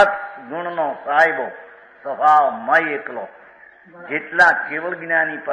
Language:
Gujarati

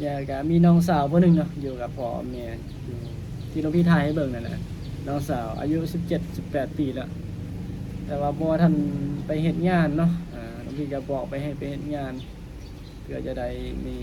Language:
Lao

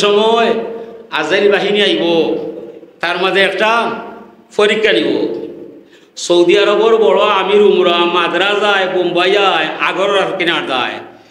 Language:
Sylheti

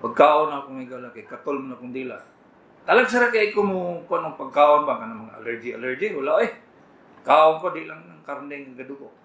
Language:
Cebuano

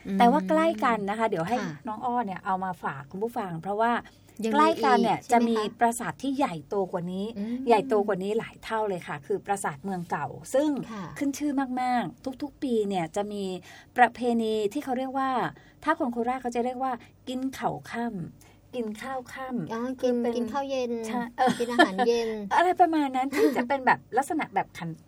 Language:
Thai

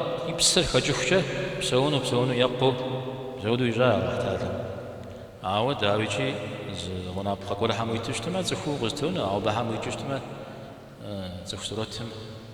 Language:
Kabardian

